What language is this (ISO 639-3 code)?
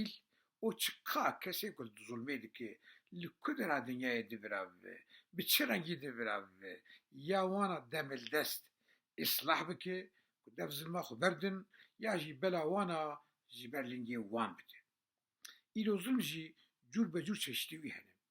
kur